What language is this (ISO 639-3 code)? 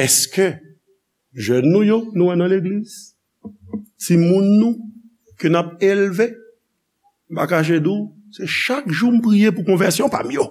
hat